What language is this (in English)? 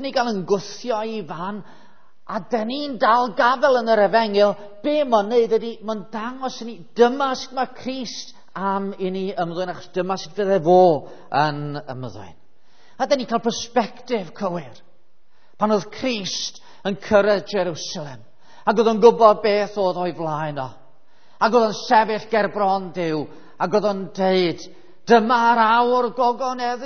Welsh